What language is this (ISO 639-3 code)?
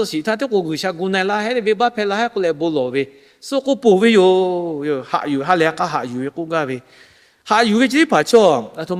lhu